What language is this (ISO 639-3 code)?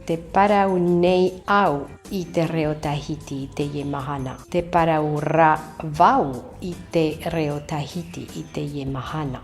tah